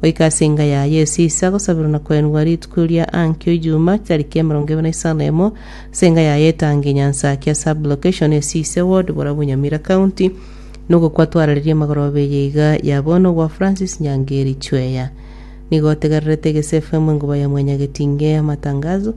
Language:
Gusii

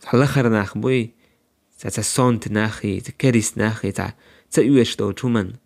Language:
Chechen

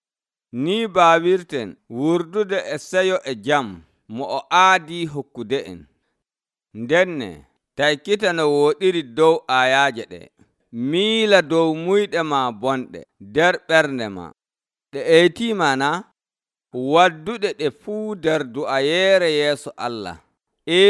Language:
Nigerian Fulfulde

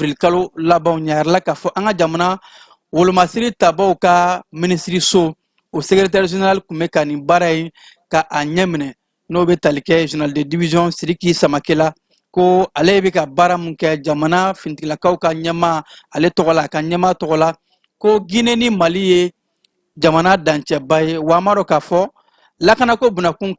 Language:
Bambara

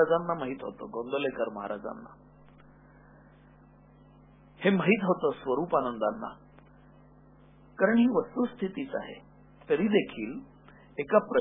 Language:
Marathi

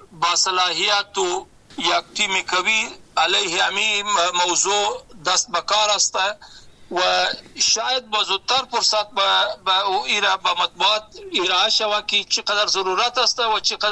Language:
Persian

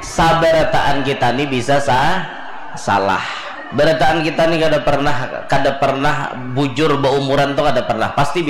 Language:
Banjar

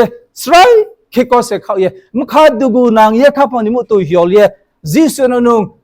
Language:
Riang (India)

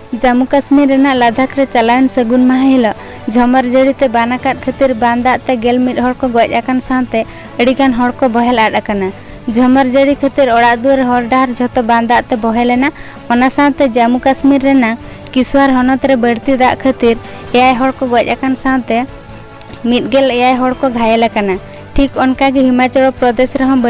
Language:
Santali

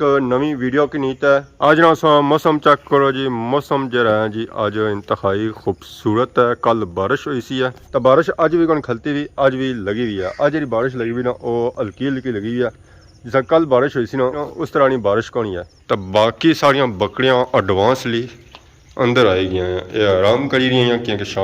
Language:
Pahari-Potwari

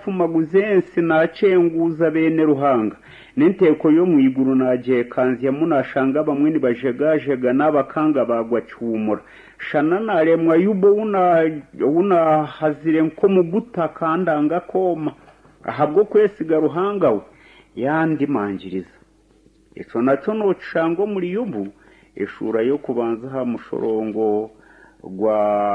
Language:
Nyankole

